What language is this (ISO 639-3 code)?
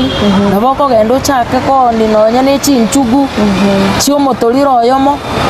guz